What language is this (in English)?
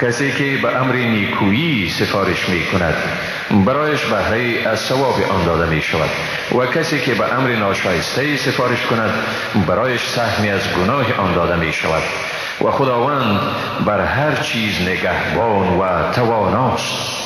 Persian